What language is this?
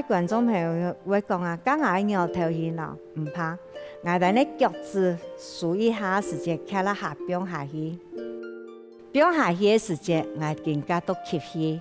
Hakka Chinese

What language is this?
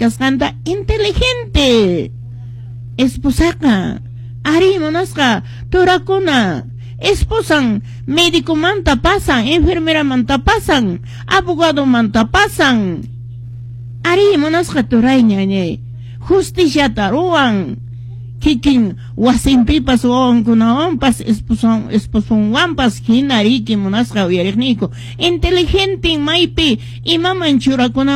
Quechua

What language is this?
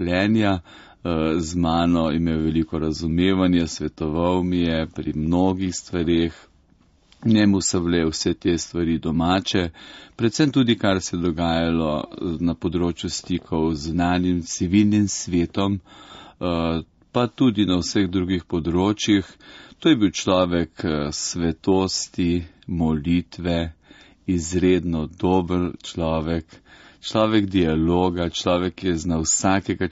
Slovenian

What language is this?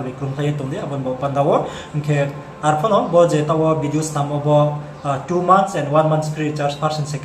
Riang (India)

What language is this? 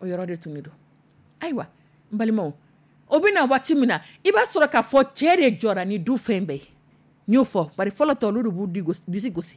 Dyula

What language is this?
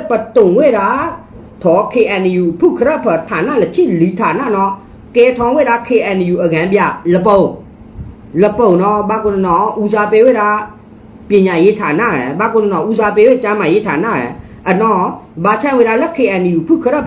S'gaw Karen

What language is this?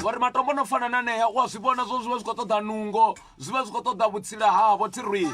Venda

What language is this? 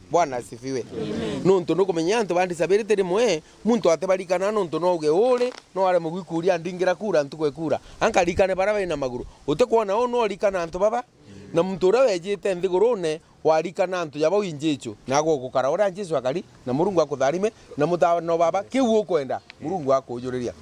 Meru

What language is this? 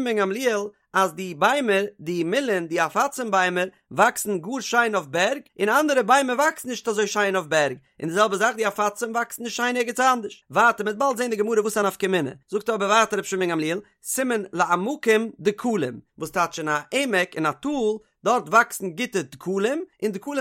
Yiddish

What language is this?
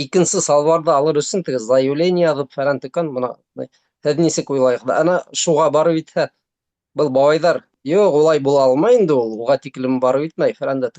Bashkir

